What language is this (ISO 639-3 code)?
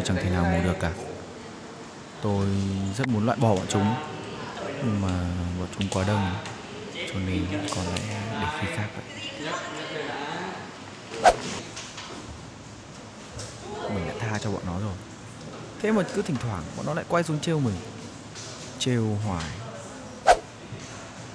vie